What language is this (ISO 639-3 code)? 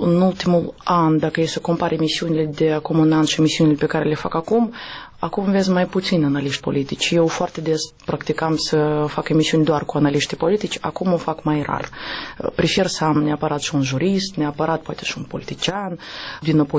ron